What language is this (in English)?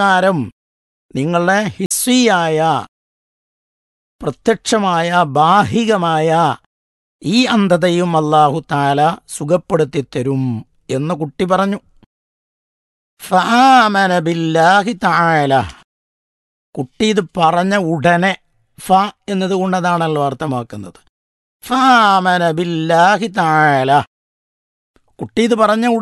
Malayalam